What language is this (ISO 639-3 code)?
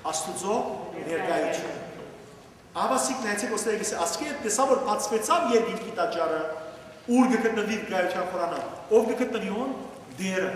hyw